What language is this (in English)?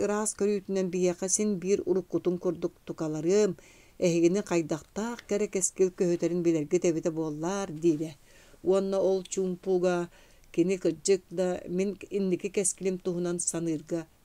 Yakut